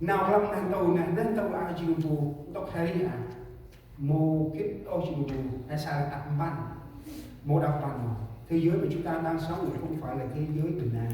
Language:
Central Mnong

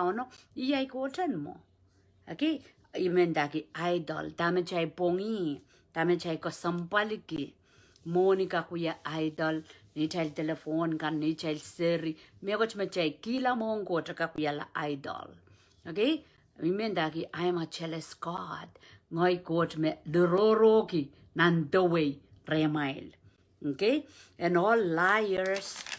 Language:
Pohnpeian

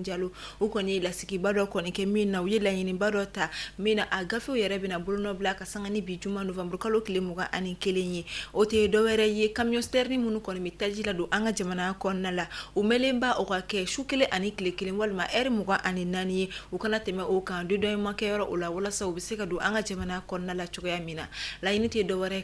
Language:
Bambara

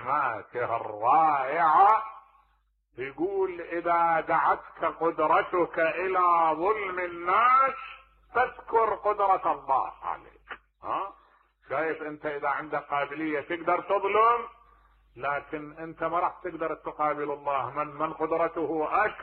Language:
Mesopotamian Arabic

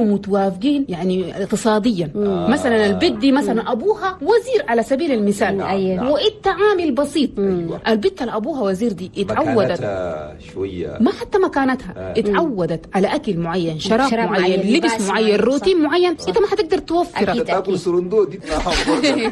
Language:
Chadian Arabic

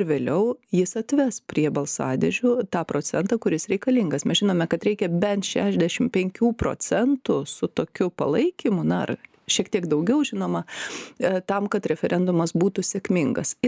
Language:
Lithuanian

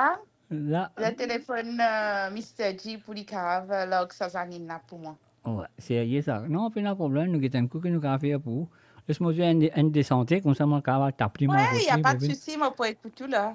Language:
Morisyen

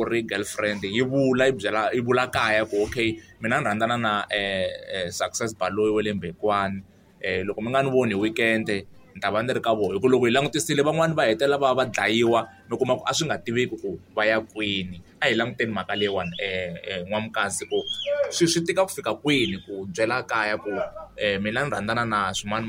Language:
Tsonga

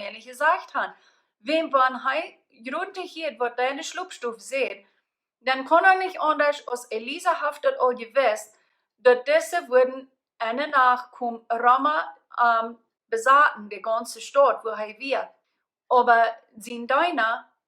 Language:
Plautdietsch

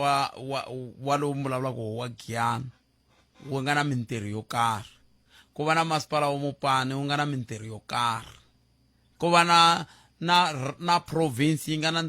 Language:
Tsonga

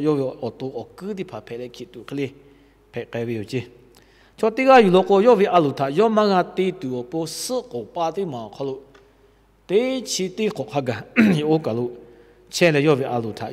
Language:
Lahu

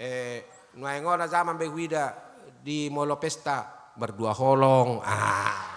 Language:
Batak Toba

